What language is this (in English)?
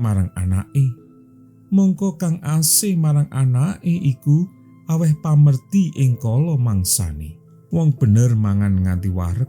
Javanese